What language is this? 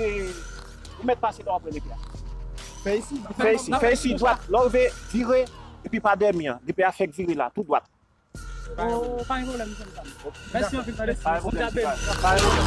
Haitian Creole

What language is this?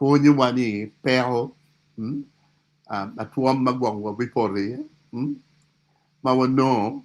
Acoli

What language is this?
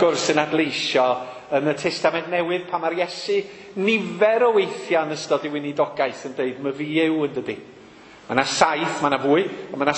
Welsh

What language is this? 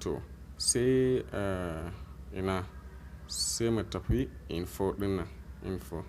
Hausa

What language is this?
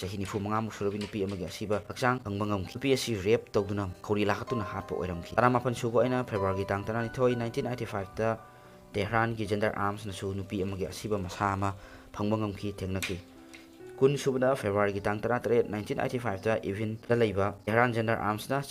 Manipuri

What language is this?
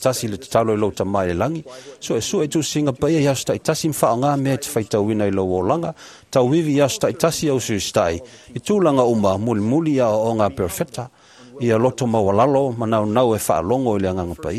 Samoan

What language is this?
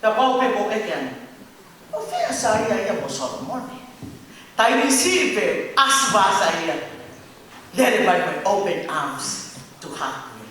Tongan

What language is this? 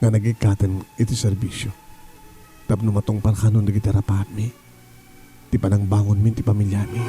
Iloko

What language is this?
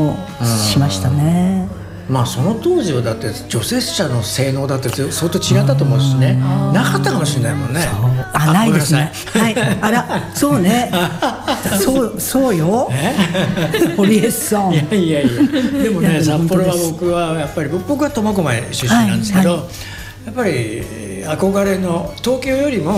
Japanese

